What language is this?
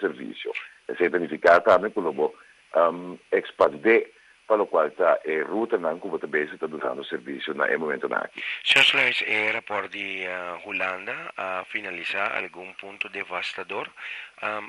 Papiamento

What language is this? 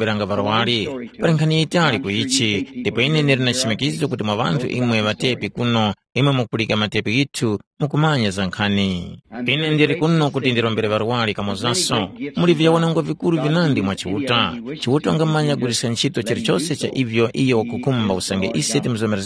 Tumbuka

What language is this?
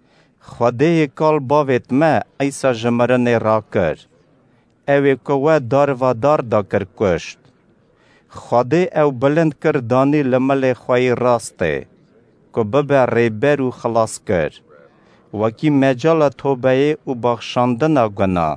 Kurdish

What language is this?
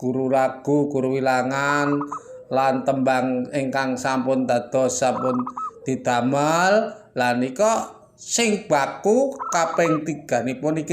Javanese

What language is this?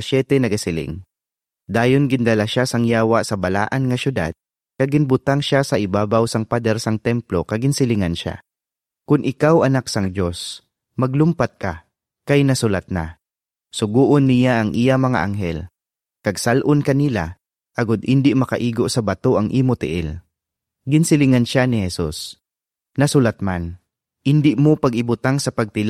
Hiligaynon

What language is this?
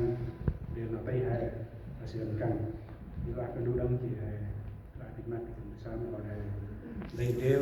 Central Mnong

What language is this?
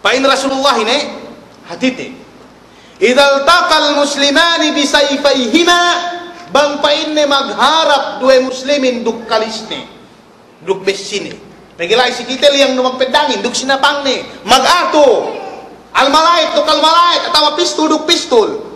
Yakan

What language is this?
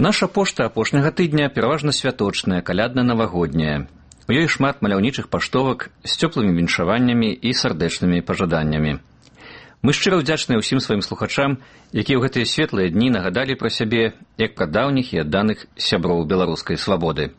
Belarusian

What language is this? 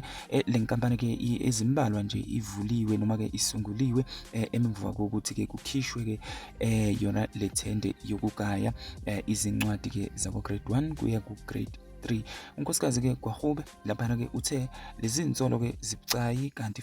Zulu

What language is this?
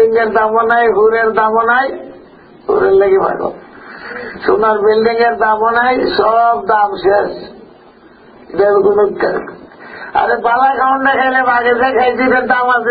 Sylheti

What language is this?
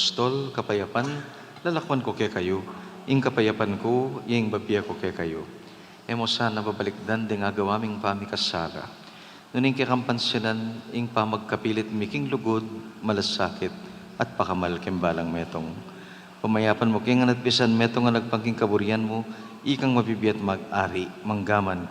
Pampanga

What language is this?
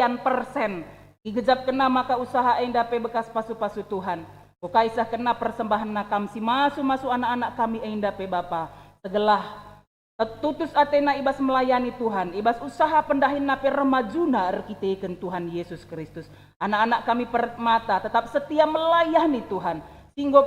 Batak Karo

